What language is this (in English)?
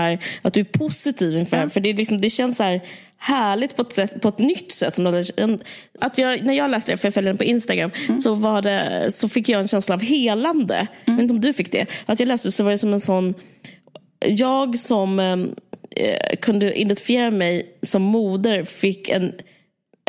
Swedish